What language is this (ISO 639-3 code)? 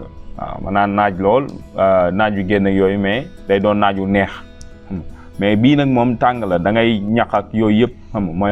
wol